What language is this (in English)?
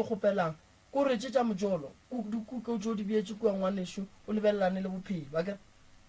Northern Sotho